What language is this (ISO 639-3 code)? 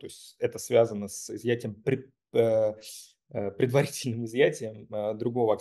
rus